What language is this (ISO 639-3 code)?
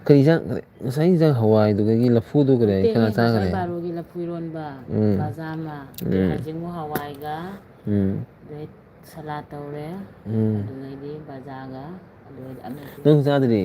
mni